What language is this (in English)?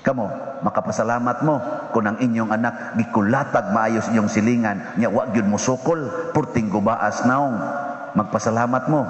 Cebuano